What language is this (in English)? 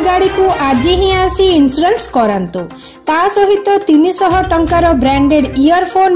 Odia